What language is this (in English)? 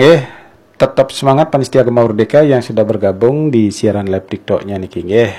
Balinese